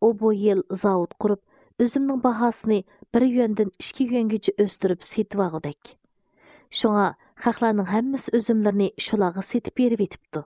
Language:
Uyghur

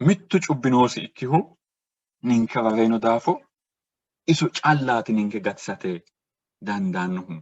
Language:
Sidamo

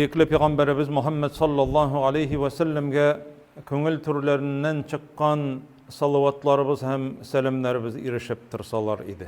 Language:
Tatar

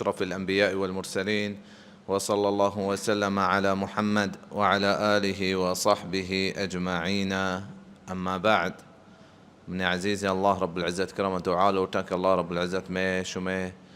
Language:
Baluchi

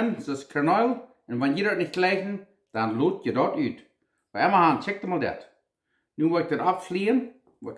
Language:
Plautdietsch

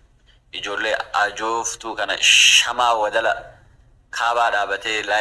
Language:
Oromo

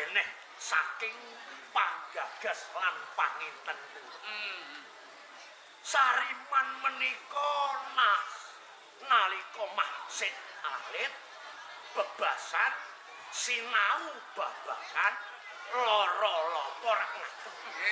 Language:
Javanese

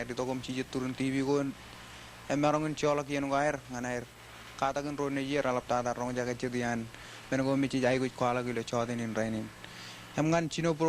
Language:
Marshallese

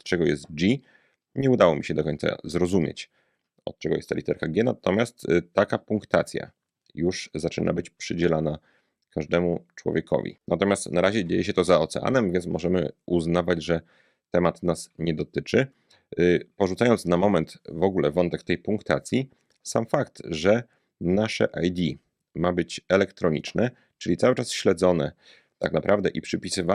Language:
Polish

